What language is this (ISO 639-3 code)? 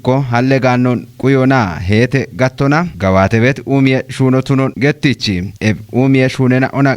kbr